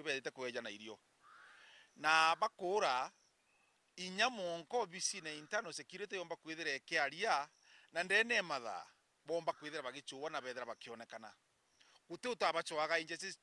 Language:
Meru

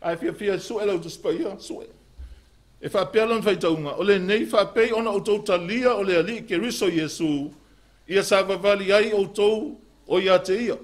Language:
Samoan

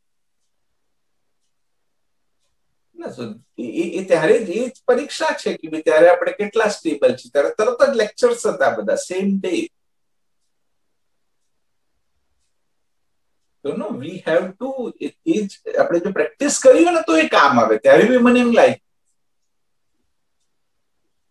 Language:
Gujarati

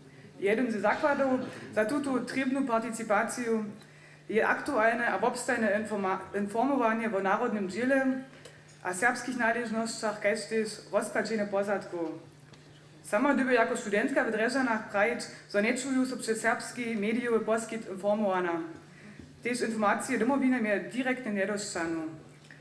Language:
Upper Sorbian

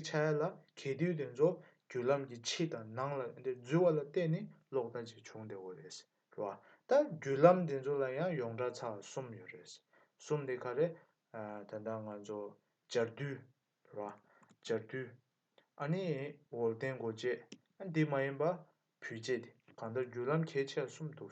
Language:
Tibetan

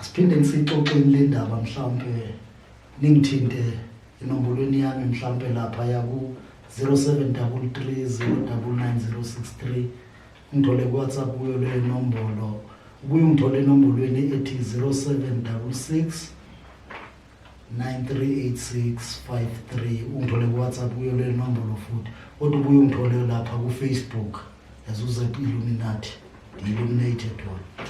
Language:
Zulu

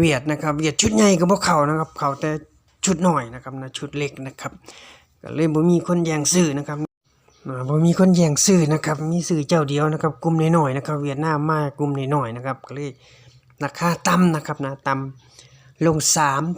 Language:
Northeastern Thai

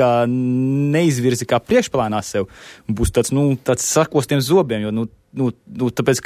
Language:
Latvian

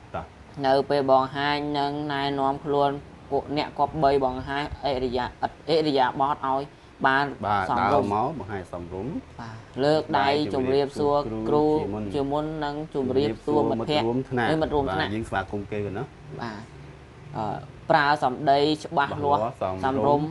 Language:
Khmer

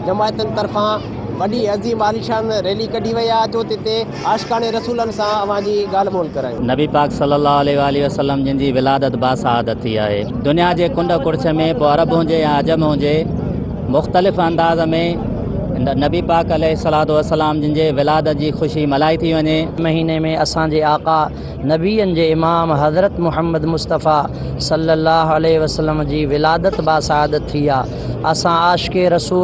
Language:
Sindhi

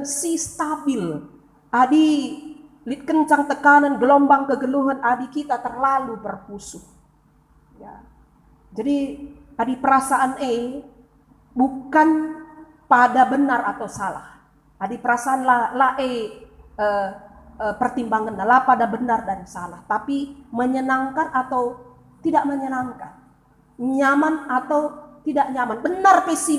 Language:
Batak Karo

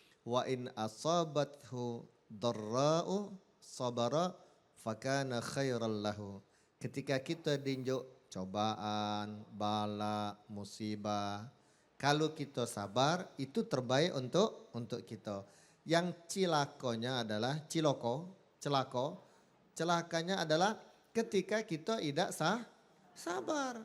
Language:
Musi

